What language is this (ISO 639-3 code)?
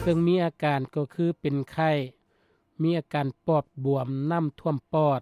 lao